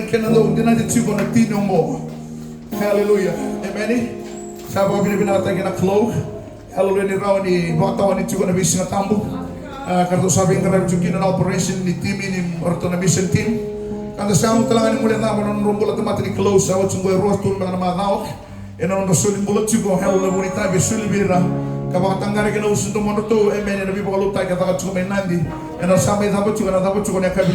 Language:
Fijian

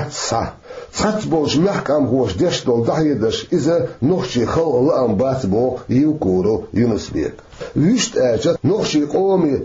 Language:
Chechen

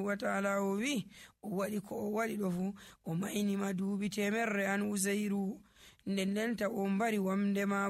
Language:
Nigerian Fulfulde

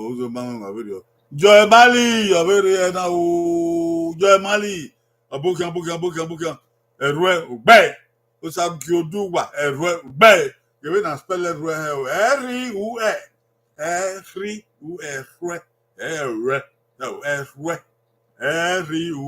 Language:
Bini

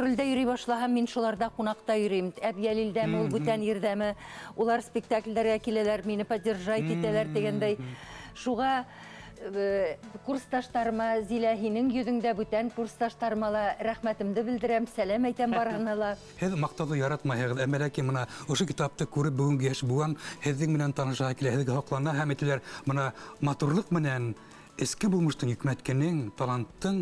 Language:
Bashkir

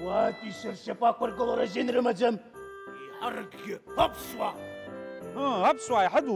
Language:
Abkhazian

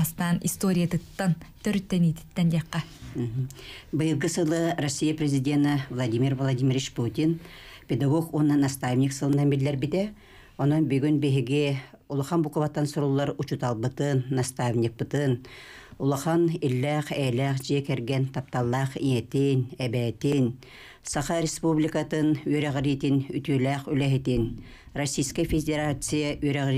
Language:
Yakut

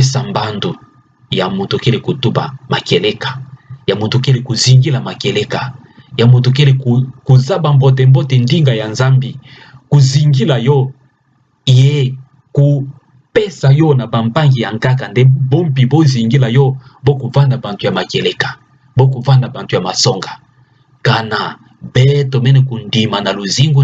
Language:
Kituba (Democratic Republic of Congo)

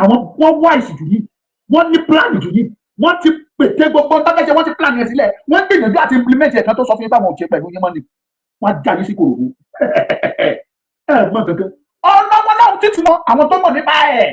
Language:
Yoruba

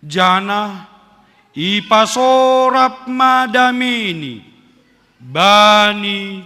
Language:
Batak Simalungun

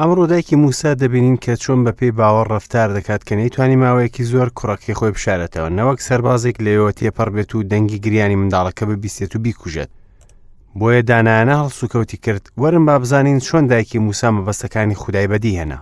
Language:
Central Kurdish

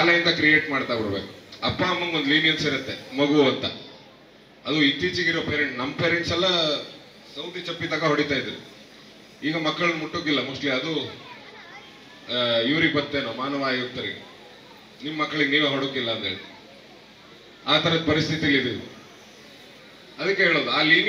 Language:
Kannada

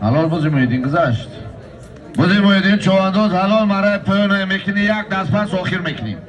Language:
Tajik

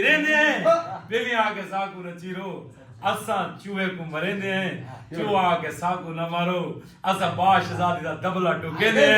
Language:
Saraiki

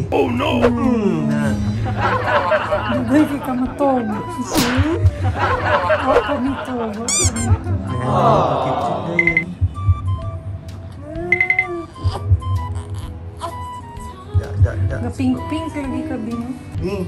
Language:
Filipino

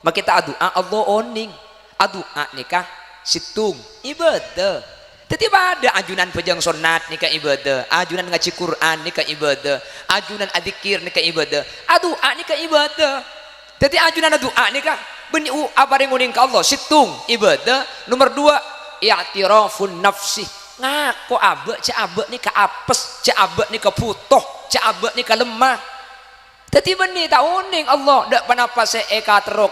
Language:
Madurese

